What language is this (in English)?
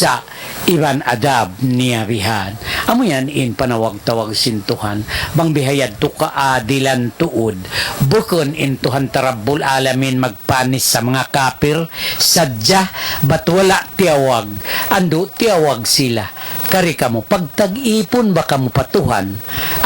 Tausug